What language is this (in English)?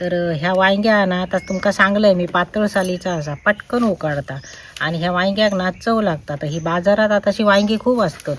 Konkani